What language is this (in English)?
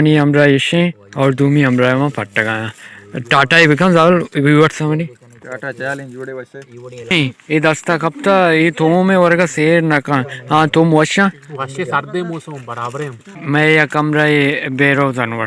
Baluchi